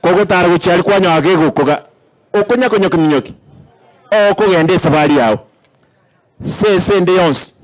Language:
Gusii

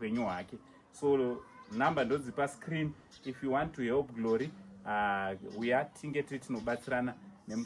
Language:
Shona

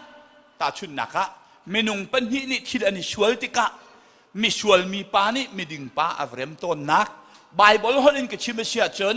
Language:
Hakha Chin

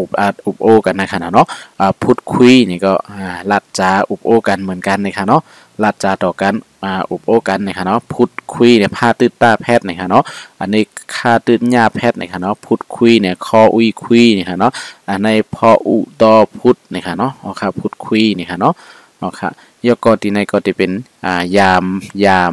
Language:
Shan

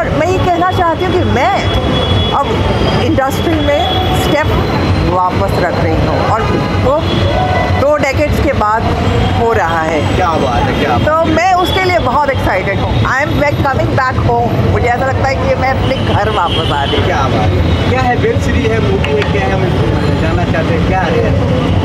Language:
Hindi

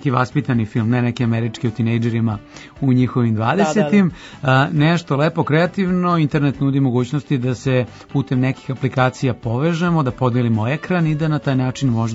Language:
Serbian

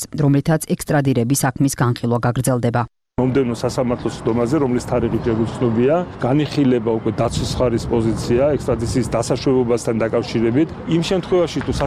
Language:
Georgian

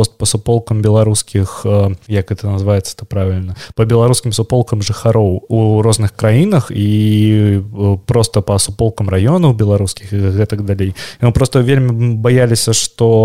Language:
Belarusian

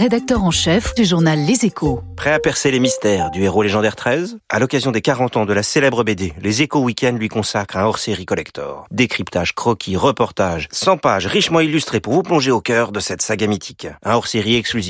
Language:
French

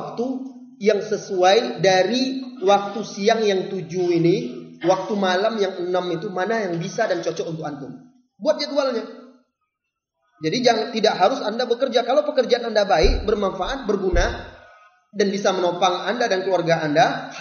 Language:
Indonesian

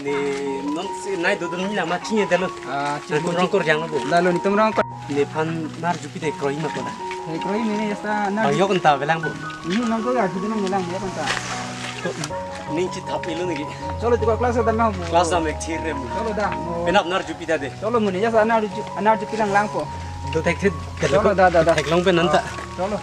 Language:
Karbi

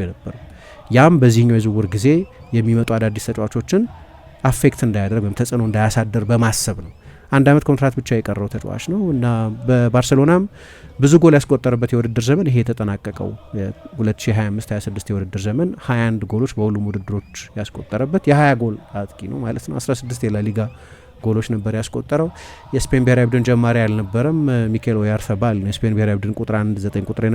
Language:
Amharic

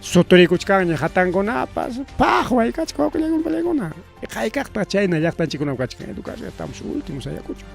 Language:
Ayacucho Quechua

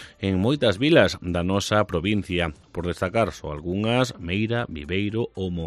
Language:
Galician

